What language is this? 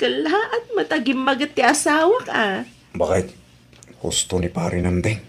Iloko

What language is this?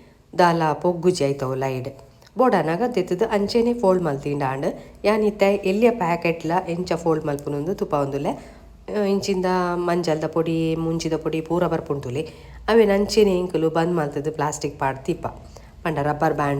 Tulu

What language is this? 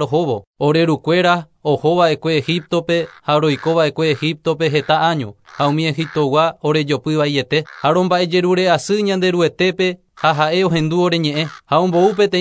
Guarani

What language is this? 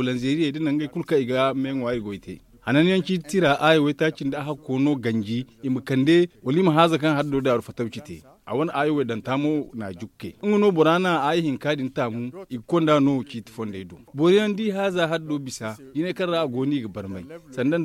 Zarma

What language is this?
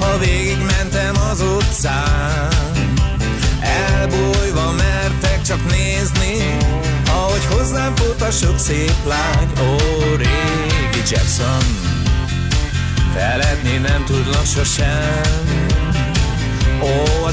Hungarian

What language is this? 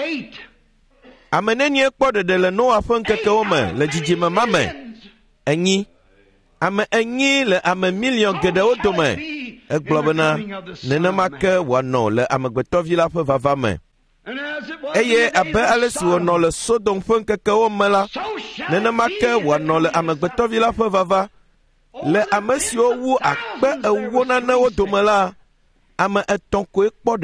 Ewe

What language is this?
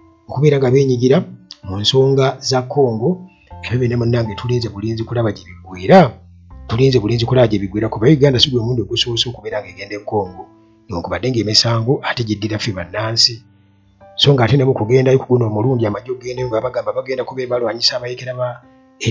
Ganda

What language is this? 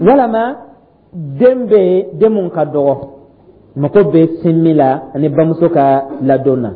Dyula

